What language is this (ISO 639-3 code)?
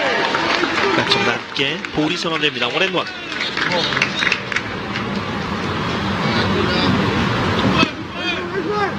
kor